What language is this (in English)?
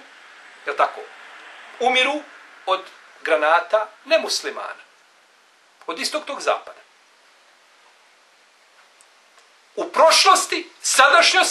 Bosnian